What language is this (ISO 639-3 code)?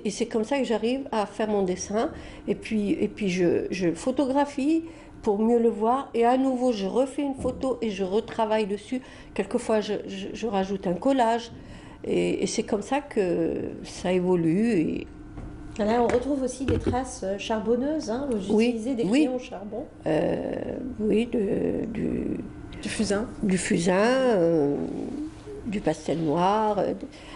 fra